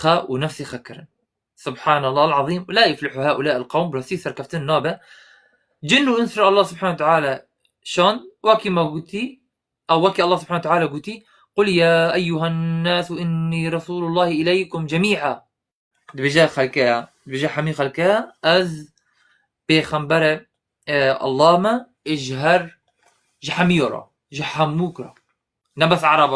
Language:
Kurdish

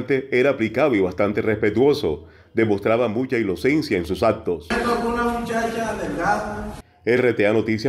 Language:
Spanish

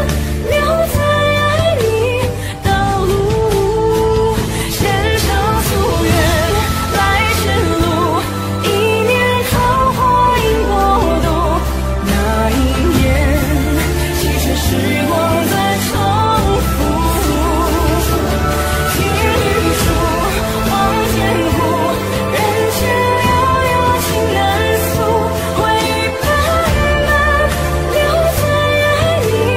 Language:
Chinese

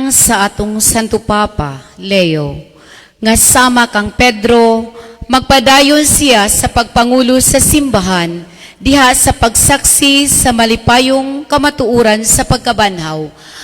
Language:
Cebuano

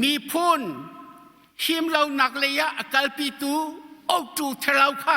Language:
Hakha Chin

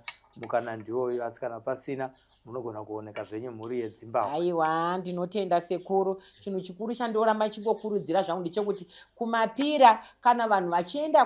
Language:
Shona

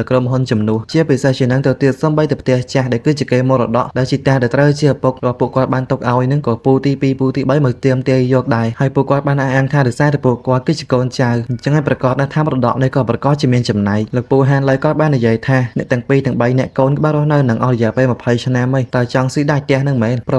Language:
Khmer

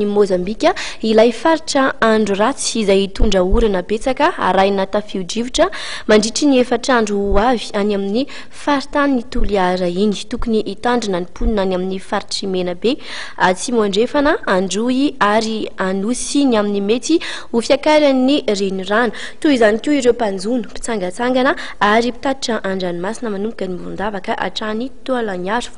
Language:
Malagasy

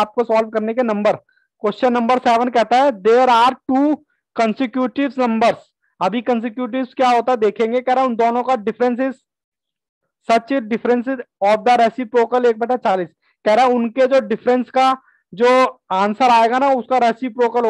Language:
Hindi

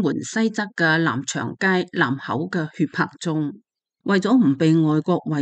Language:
Cantonese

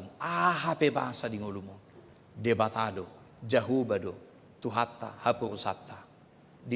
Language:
Batak Toba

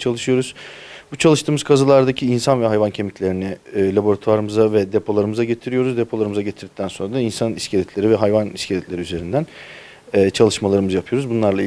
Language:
Turkish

